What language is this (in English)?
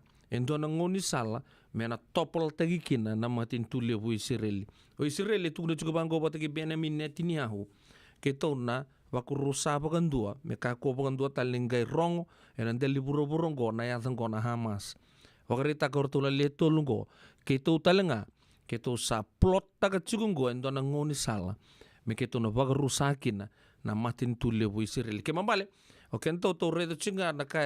Fijian